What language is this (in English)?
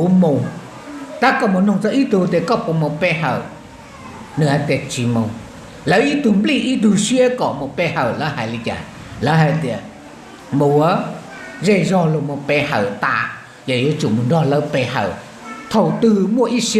Hmong